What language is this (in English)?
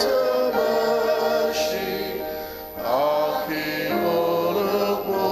Ao Naga